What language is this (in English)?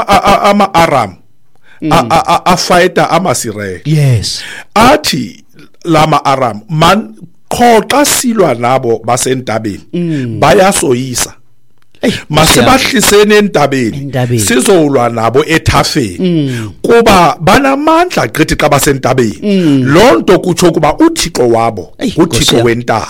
Xhosa